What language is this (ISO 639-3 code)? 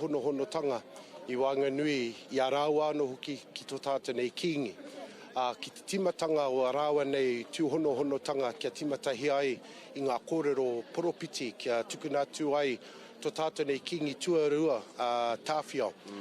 mri